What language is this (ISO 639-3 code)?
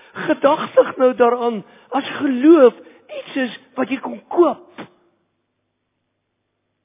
afr